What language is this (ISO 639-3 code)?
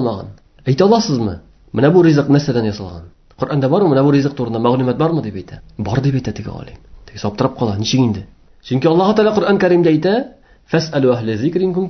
tat